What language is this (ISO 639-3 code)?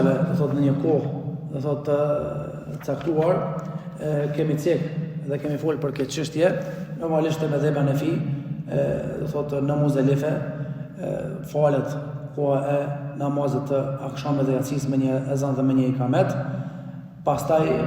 sqi